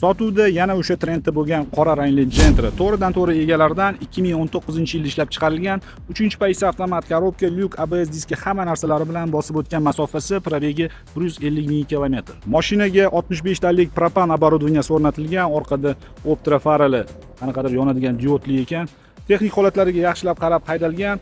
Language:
Uzbek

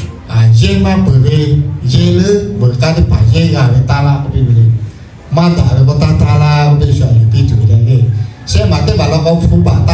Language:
Lahu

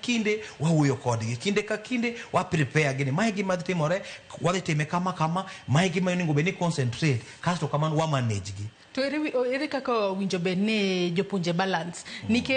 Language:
Luo (Kenya and Tanzania)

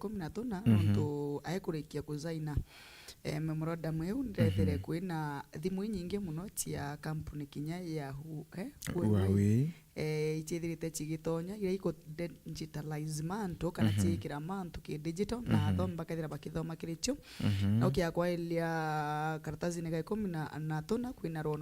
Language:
Meru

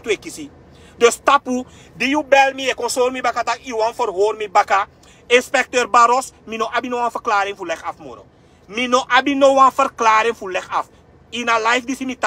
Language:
Sranan Tongo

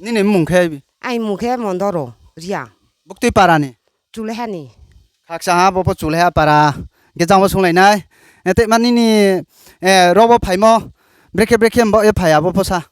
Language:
Riang (India)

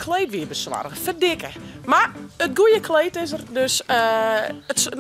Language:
Western Frisian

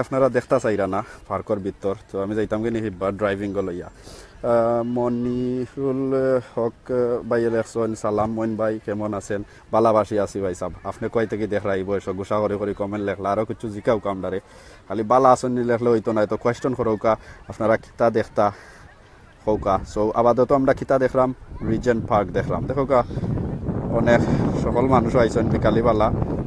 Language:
Sylheti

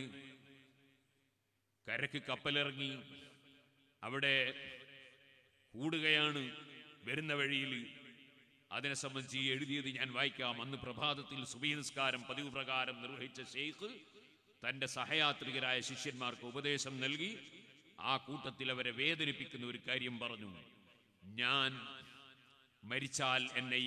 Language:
Malayalam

